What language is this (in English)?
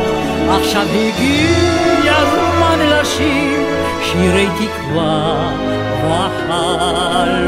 Hebrew